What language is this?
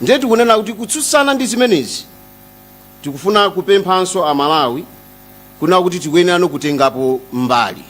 Nyanja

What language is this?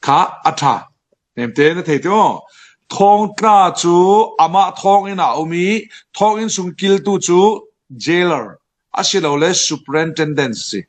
Falam Chin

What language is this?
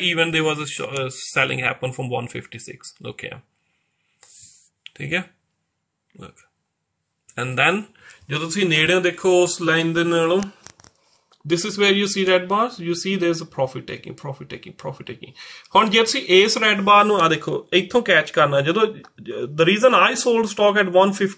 Punjabi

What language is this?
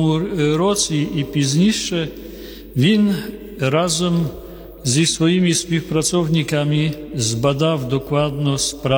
Ukrainian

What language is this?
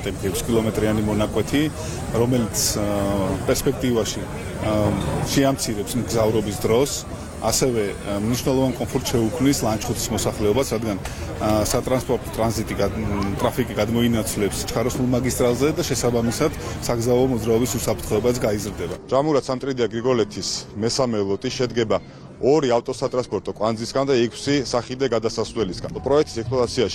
Georgian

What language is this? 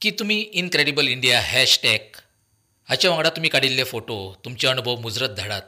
Konkani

